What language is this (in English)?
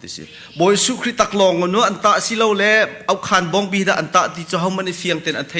Hakha Chin